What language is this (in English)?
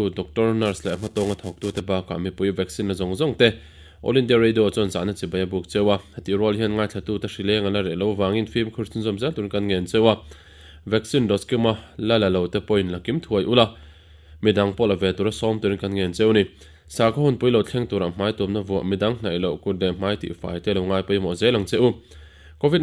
Mizo